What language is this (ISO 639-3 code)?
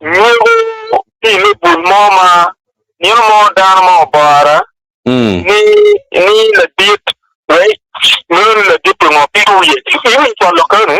ach